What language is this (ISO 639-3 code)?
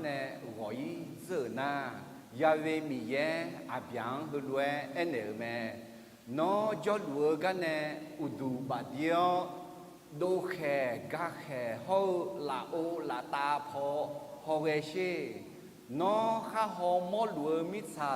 ahk